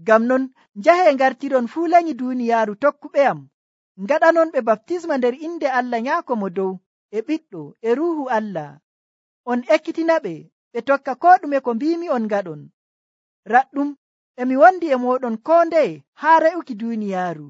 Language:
Nigerian Fulfulde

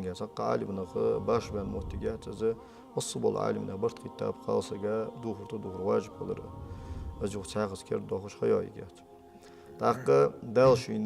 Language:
Ingush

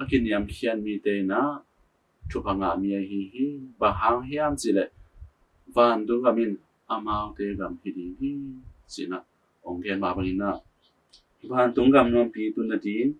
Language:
Tedim Chin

